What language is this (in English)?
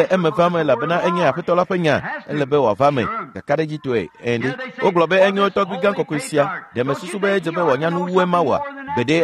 Ewe